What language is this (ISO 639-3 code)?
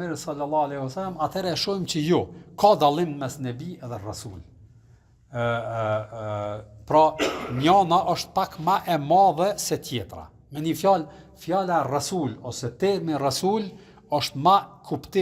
sqi